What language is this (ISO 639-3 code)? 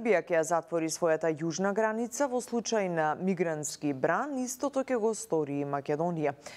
mkd